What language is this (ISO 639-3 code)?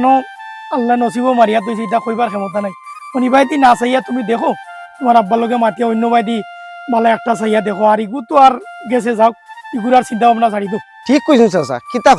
syl